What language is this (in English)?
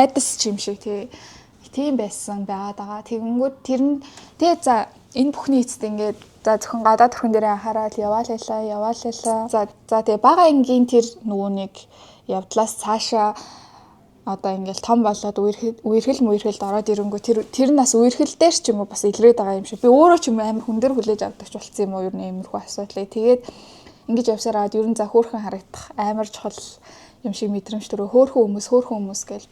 Mongolian